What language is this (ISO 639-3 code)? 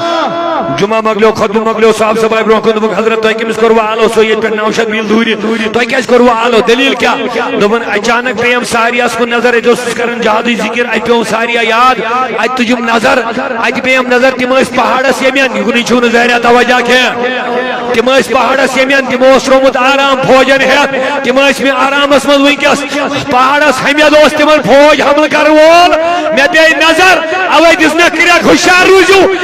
kas